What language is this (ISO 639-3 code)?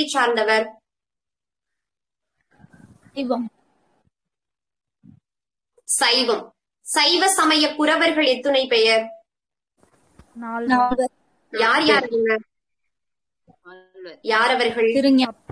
tam